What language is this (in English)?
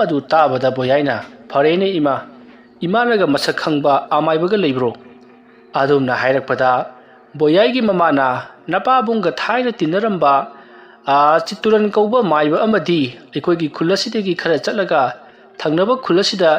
Manipuri